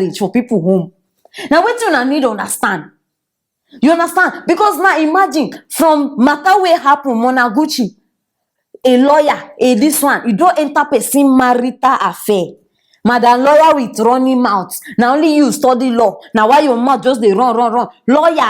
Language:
Nigerian Pidgin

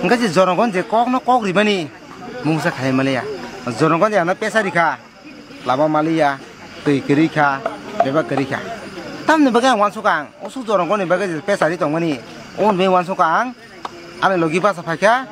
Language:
Kok Borok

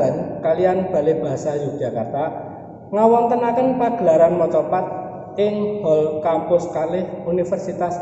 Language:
Javanese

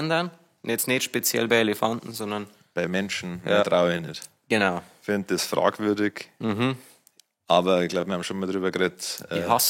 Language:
Bavarian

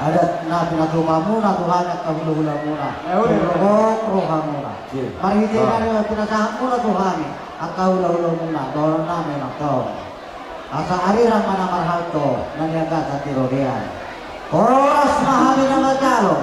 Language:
Batak Toba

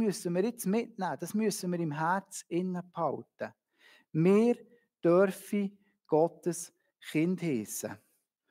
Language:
Swiss German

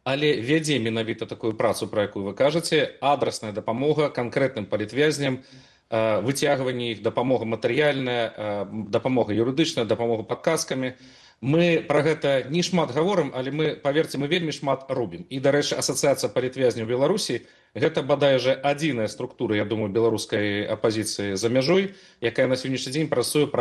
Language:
Belarusian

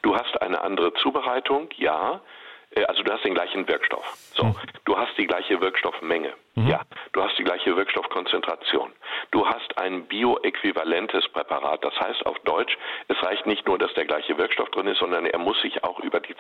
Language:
German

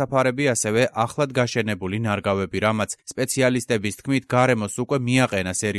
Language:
Georgian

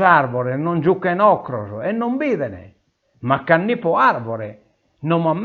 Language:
Sardinian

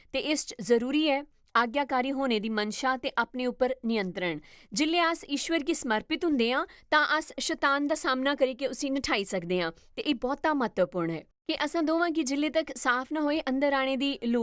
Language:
Dogri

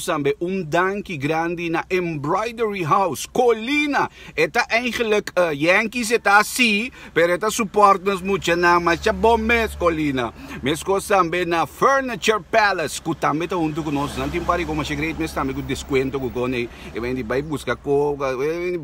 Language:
Papiamento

